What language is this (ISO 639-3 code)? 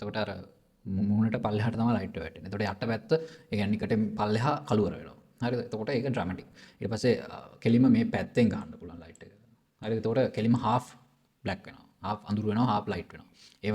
sin